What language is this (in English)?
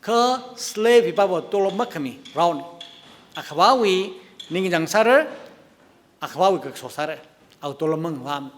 Tangkhul Naga (India)